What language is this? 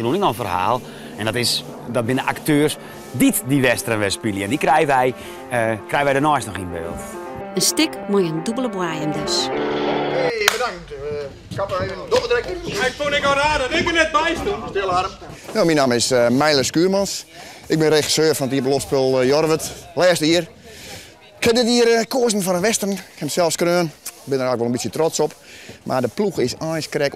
Western Frisian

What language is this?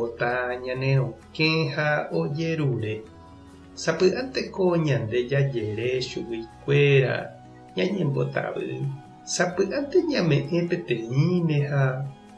Guarani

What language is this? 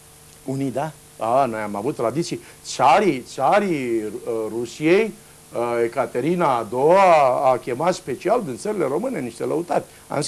Romanian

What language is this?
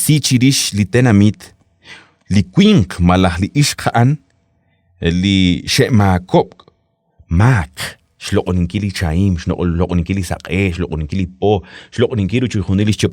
Kekchí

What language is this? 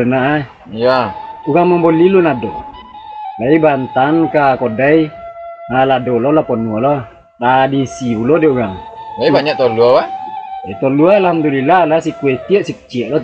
Minangkabau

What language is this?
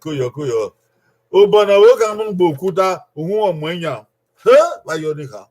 Bini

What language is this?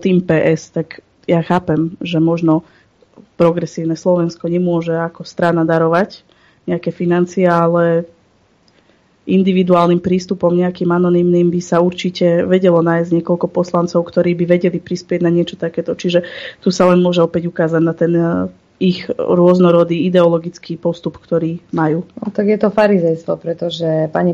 Slovak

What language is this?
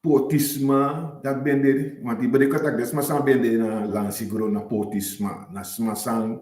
Sranan Tongo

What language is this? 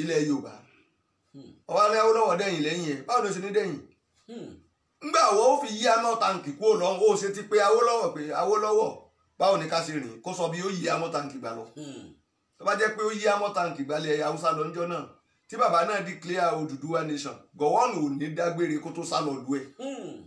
Yoruba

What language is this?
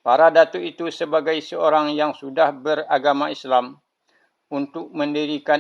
Minangkabau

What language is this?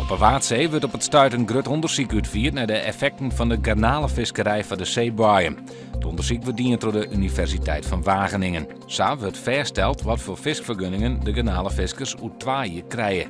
Western Frisian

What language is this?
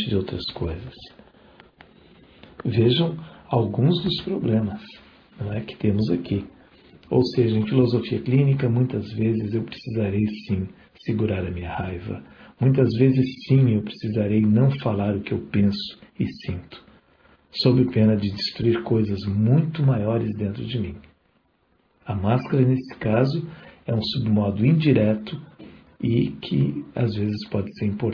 Portuguese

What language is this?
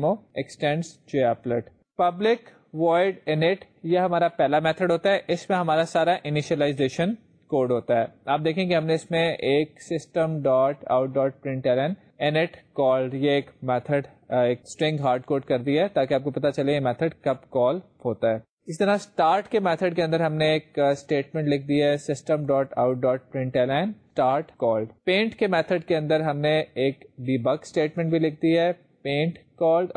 Urdu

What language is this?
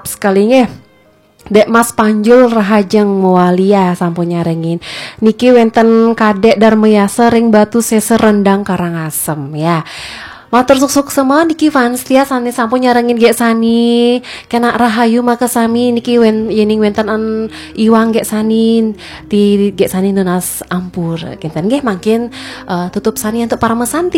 Balinese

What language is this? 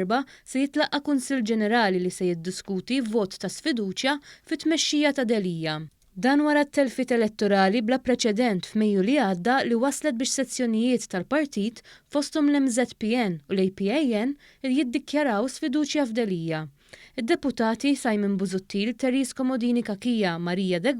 Maltese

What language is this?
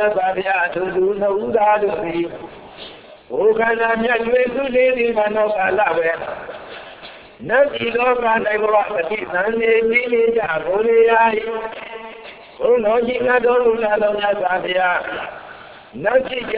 Burmese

